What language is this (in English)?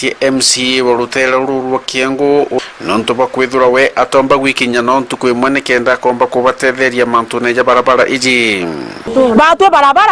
Meru